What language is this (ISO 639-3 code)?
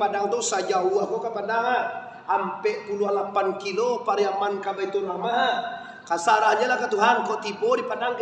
min